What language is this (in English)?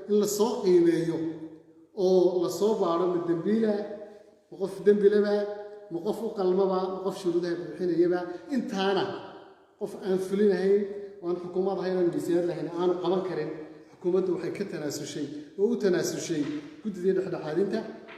Somali